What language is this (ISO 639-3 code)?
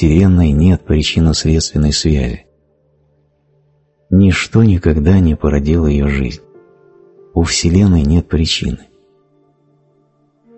rus